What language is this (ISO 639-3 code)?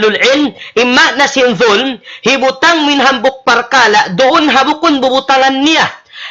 tsg